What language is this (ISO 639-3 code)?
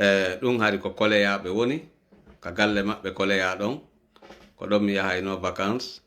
ful